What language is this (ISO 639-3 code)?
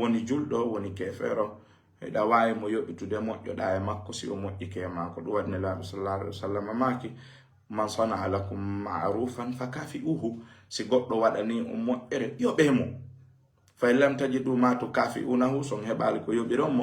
ful